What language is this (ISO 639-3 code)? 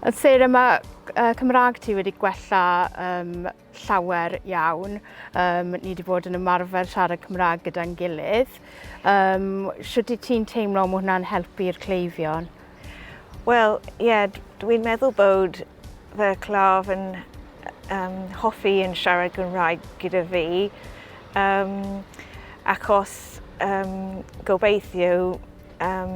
cym